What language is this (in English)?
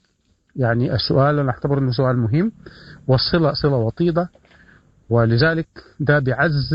Sudanese Arabic